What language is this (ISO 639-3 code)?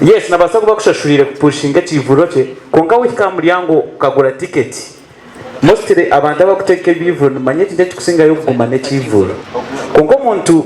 nyn